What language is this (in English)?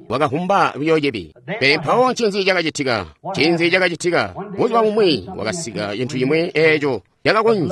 Tonga (Zambia)